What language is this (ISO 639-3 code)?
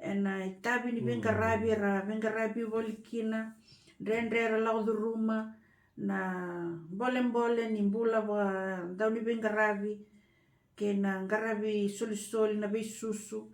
fij